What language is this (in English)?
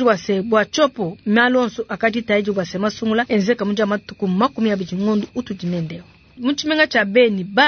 Luba-Lulua